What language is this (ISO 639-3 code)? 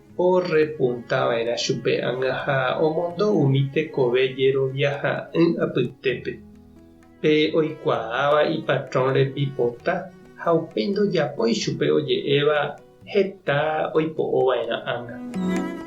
grn